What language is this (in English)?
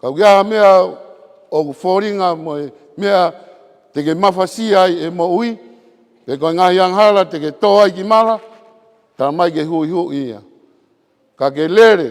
Tongan